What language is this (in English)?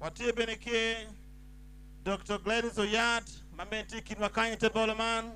Acoli